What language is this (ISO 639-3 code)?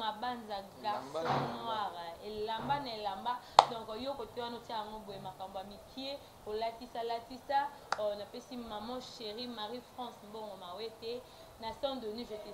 lin